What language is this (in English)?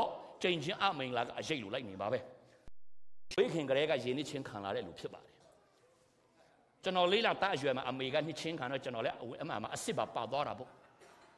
Burmese